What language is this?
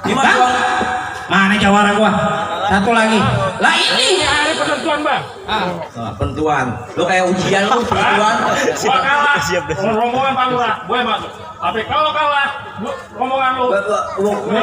Betawi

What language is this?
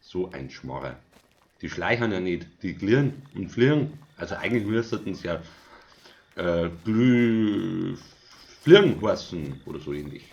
Bavarian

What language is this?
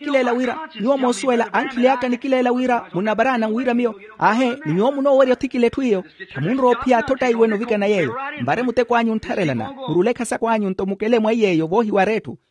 Makhuwa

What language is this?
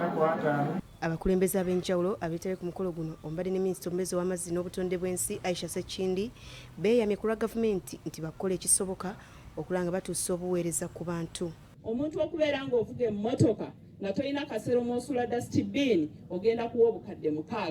Ganda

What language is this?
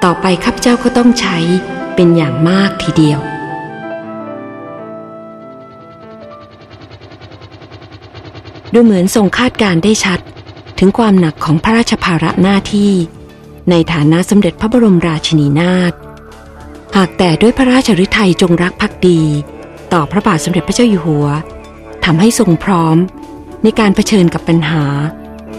Thai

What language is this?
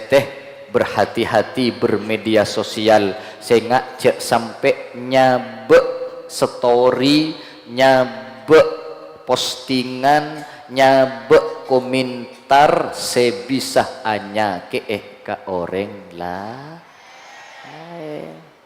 Madurese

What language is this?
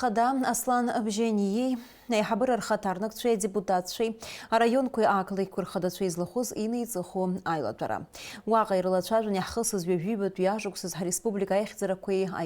Abkhazian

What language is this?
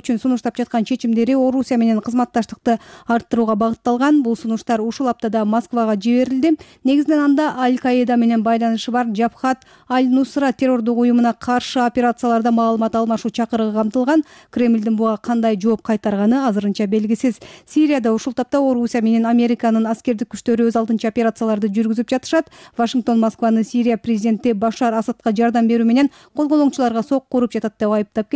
Kyrgyz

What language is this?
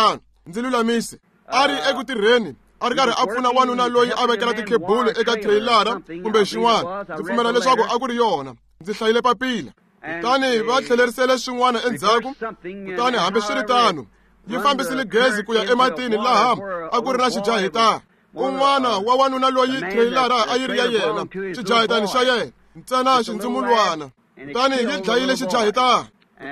Tsonga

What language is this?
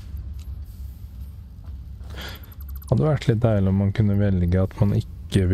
Norwegian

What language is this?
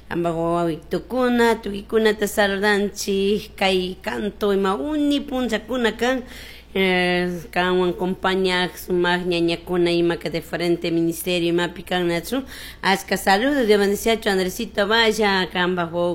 Chimborazo Highland Quichua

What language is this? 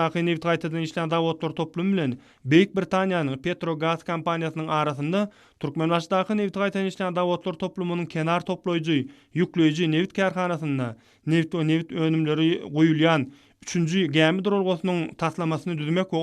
Turkmen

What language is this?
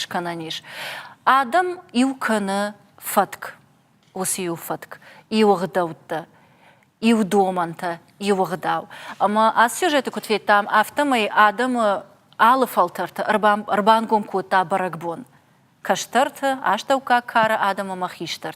Ossetic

